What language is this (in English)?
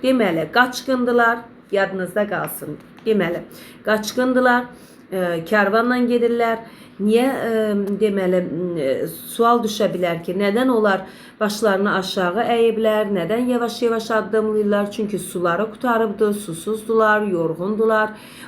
Azerbaijani